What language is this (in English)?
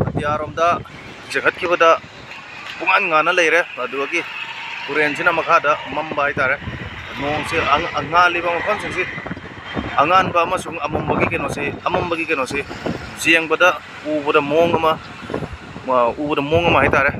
Manipuri